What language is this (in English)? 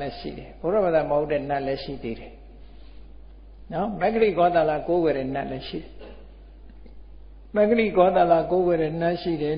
Burmese